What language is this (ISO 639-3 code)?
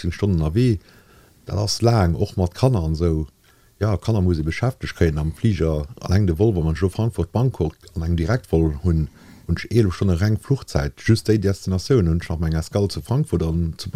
ltz